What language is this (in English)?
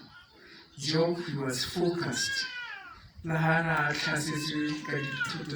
Tswana